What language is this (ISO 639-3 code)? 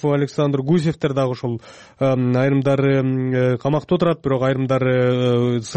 kir